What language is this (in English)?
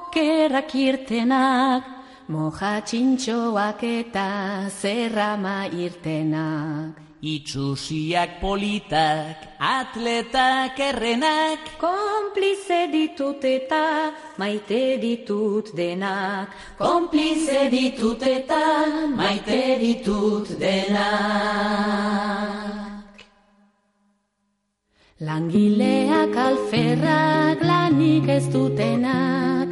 Basque